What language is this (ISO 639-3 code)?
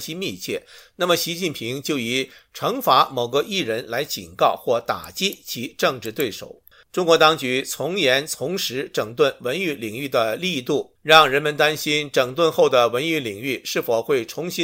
zho